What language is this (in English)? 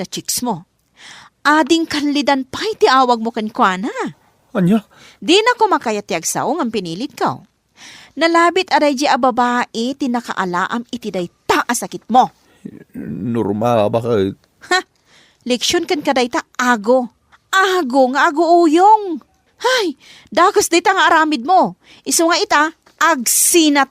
Iloko